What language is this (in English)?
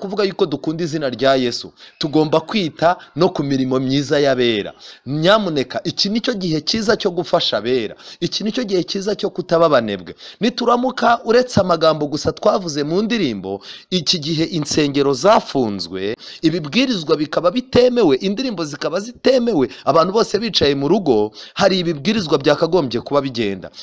Kinyarwanda